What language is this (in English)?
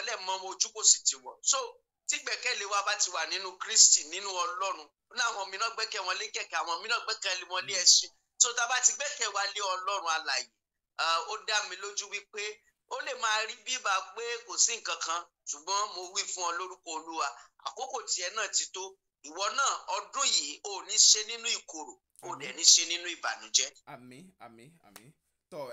Yoruba